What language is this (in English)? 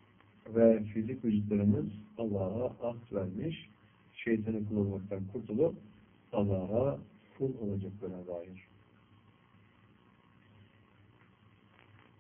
Turkish